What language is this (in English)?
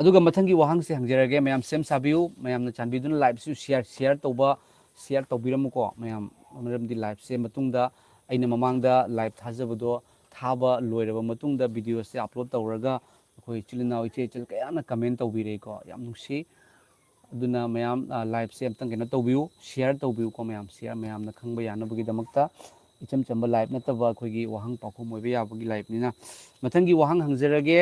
Manipuri